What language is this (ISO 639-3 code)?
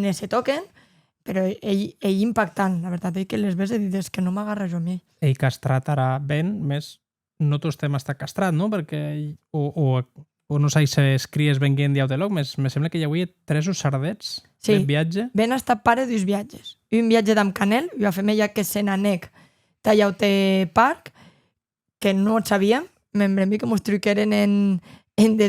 oci